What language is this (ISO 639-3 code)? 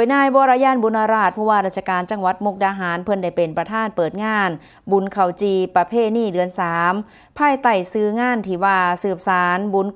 tts